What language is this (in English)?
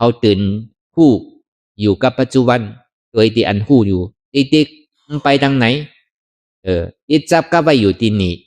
Shan